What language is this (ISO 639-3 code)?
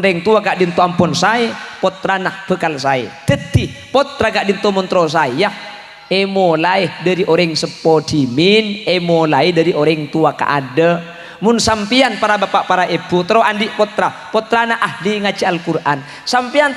mad